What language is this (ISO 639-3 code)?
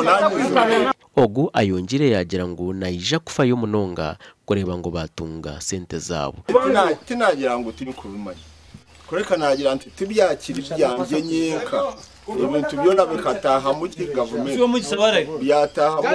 nyn